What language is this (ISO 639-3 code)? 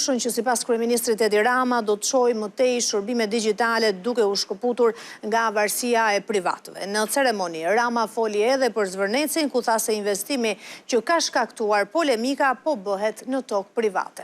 sqi